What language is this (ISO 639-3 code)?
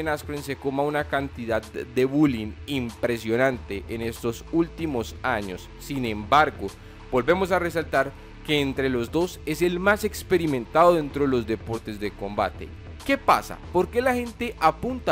spa